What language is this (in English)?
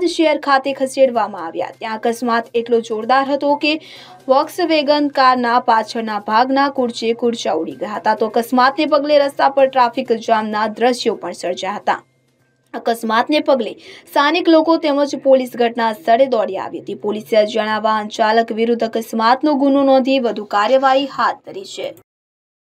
Gujarati